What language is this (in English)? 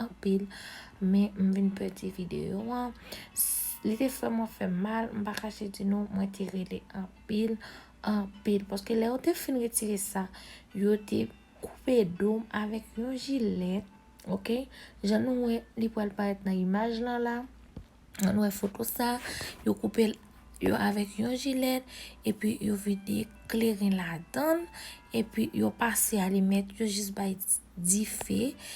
Haitian Creole